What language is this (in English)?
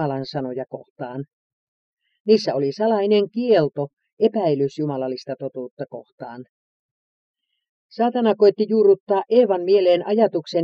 Finnish